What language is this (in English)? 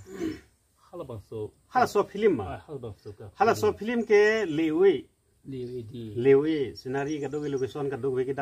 Karbi